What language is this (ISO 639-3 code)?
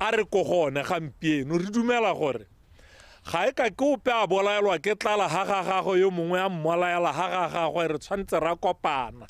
tsn